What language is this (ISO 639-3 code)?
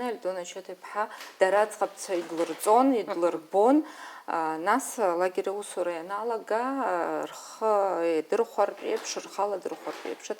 abk